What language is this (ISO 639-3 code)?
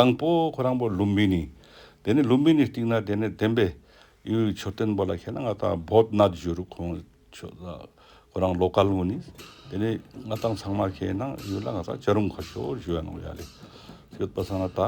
lbj